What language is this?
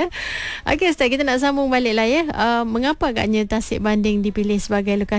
Malay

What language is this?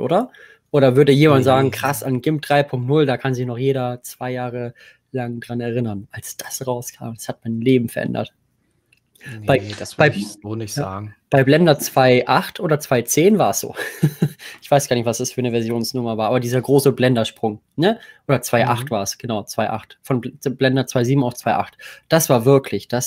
German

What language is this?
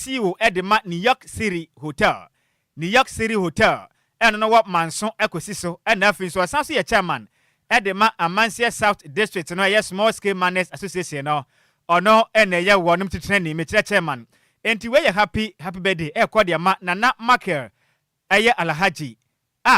Akan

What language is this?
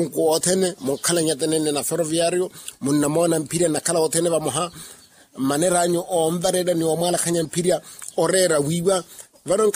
Makhuwa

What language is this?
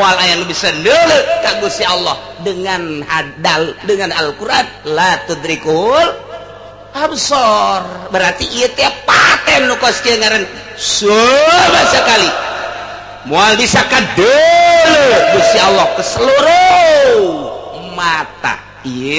Sundanese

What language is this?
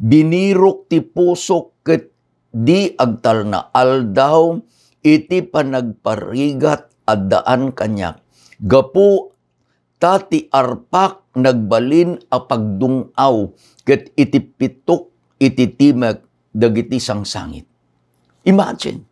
Iloko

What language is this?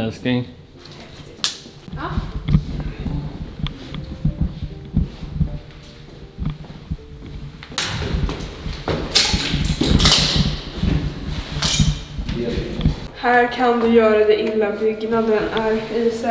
Swedish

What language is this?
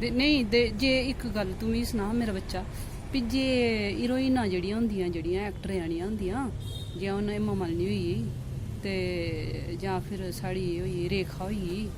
Dogri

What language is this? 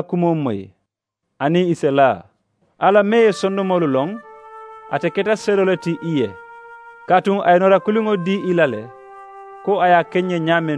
Mandingo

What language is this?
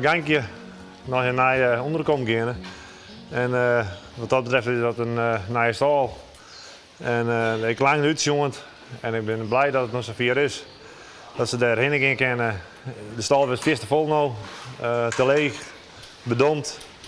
Western Frisian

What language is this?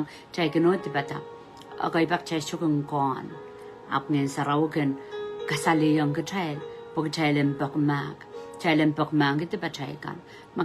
Pohnpeian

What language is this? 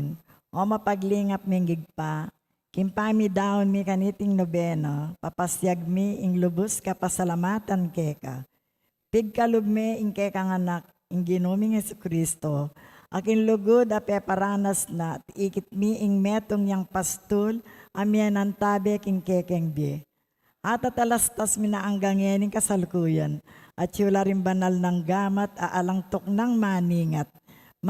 Pampanga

